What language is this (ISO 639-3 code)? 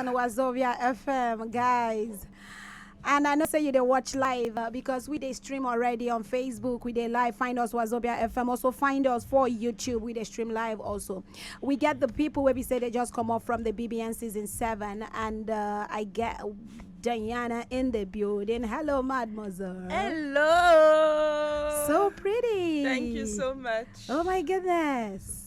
pcm